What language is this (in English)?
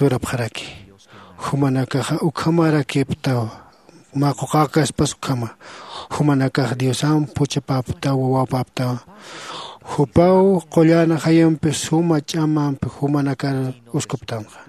Aymara